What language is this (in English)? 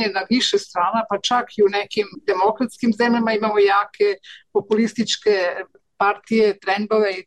Serbian